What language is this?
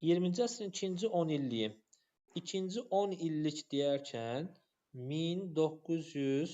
Azerbaijani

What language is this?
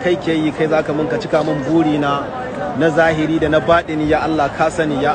Hausa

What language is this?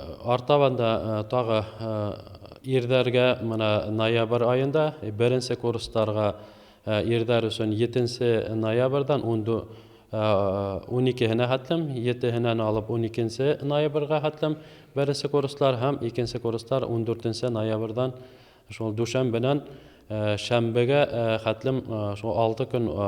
Bashkir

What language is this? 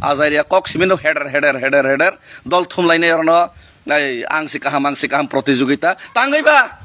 Kok Borok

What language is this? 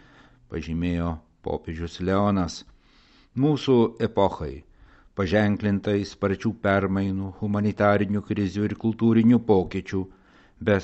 Lithuanian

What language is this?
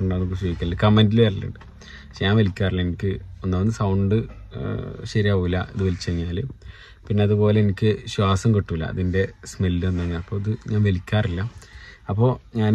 Malayalam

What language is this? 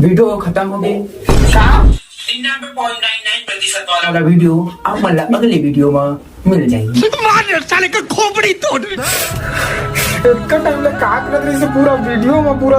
Chhattisgarhi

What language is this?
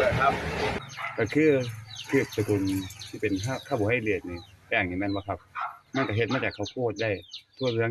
Northeastern Thai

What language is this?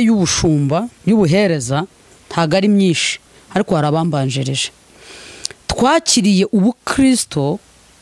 Kinyarwanda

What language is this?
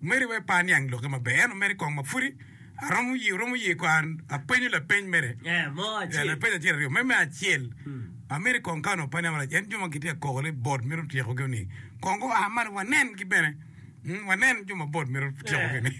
Acoli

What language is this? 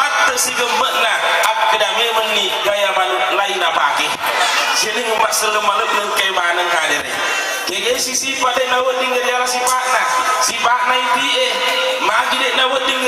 Buginese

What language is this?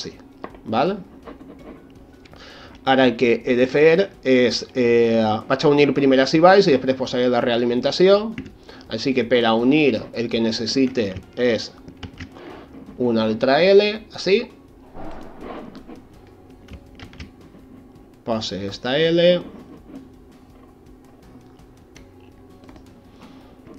Catalan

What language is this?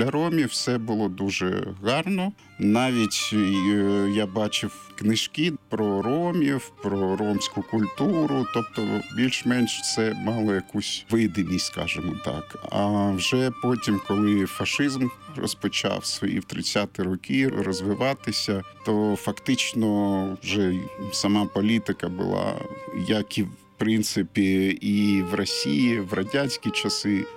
Ukrainian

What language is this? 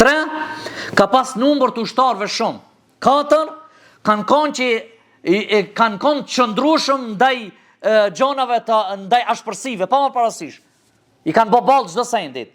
Albanian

